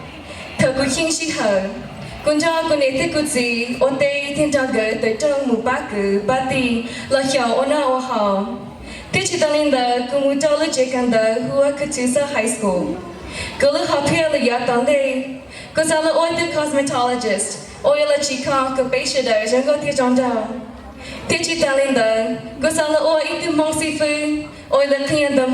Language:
Hmong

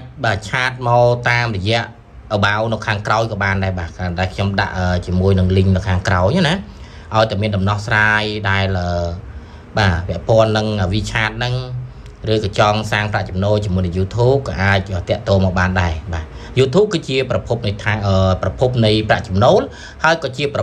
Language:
Khmer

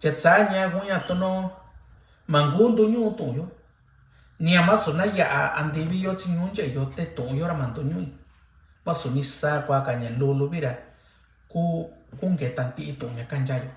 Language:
Mixtepec Mixtec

